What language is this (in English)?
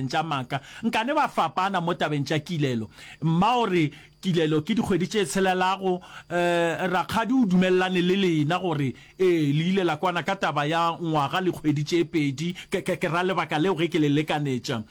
Northern Sotho